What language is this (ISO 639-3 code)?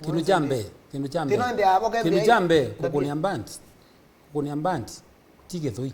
kam